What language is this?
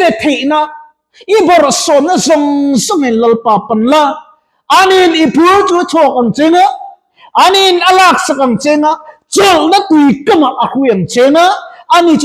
Mizo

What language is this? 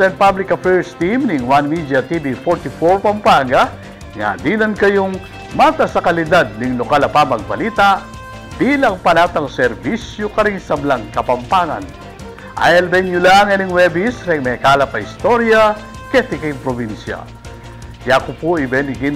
Pampanga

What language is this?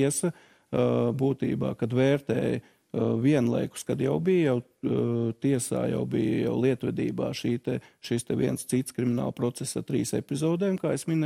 Latvian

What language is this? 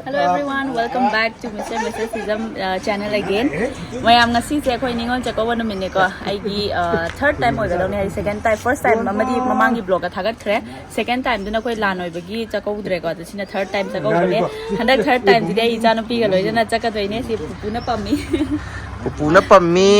Manipuri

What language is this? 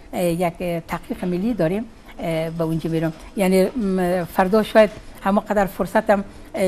Persian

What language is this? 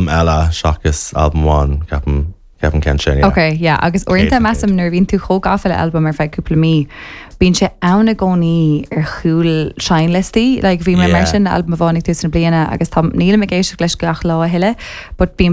Irish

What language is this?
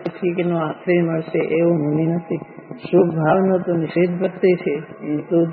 Gujarati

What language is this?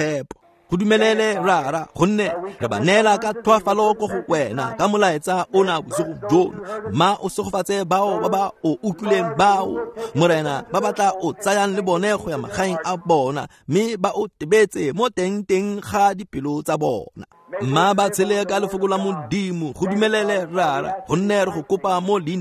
Tswana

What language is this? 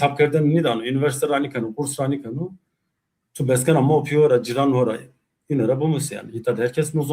Zaza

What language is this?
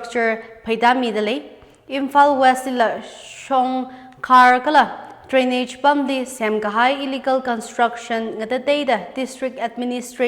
Tangkhul Naga (India)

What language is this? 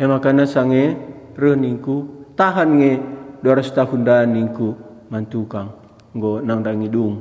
Batak Karo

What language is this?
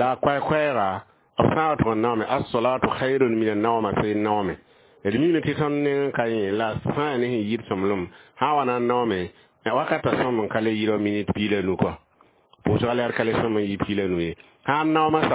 Mossi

